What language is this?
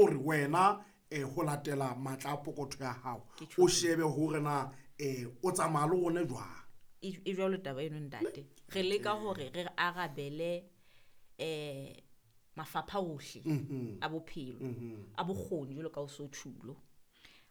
Southern Sotho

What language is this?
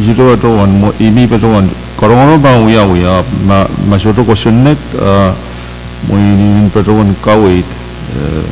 Pohnpeian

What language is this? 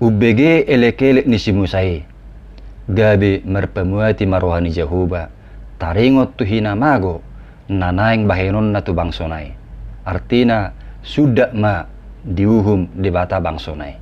Batak Toba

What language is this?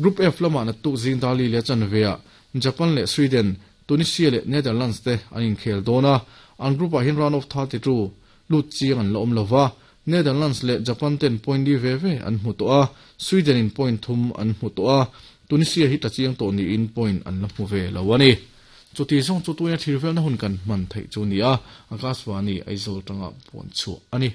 Mizo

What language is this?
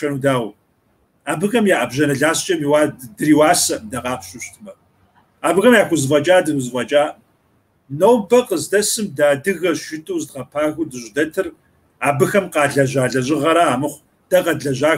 Kabardian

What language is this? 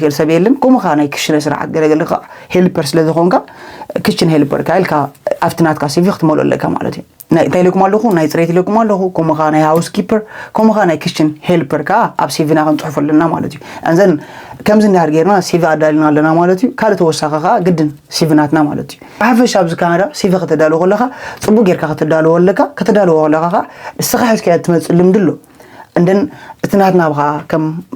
Tigrinya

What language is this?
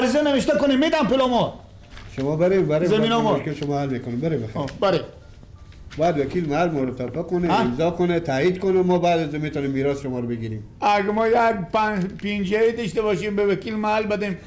Persian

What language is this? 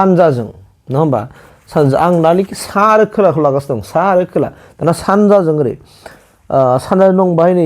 Bodo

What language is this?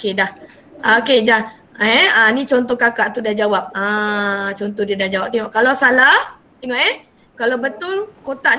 Malay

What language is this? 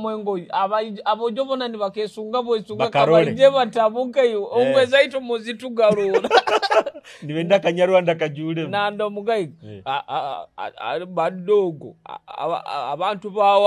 Nyoro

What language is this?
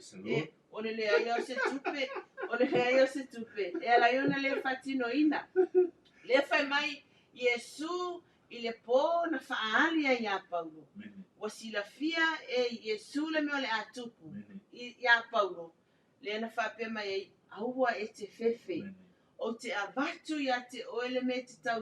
Samoan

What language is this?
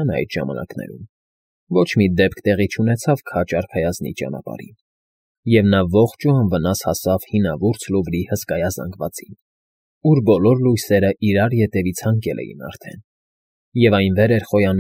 Armenian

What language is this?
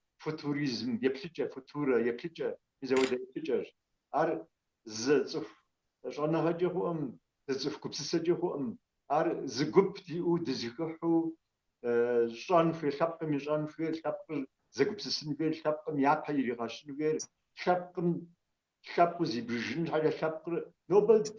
Kabardian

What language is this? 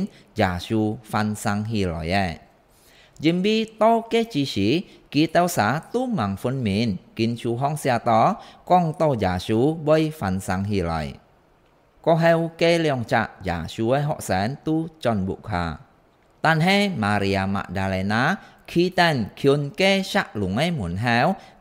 Hakka Chinese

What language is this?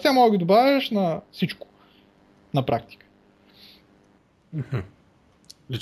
Bulgarian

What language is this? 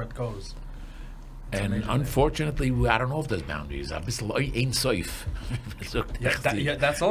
Yiddish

